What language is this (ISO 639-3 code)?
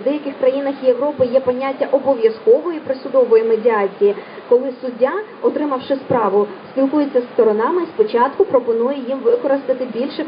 ukr